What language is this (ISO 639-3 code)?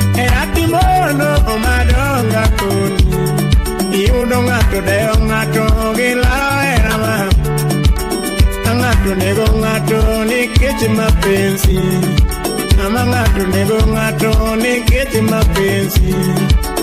luo